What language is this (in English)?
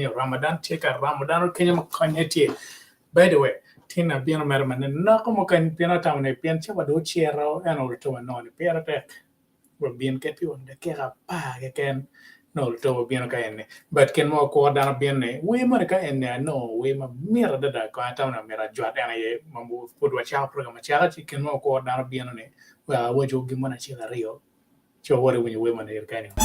Acoli